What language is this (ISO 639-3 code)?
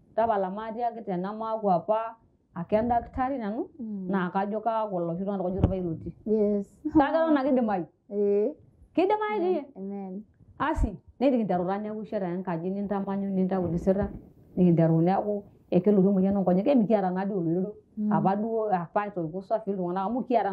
mas